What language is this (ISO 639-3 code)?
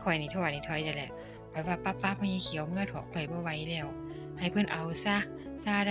tts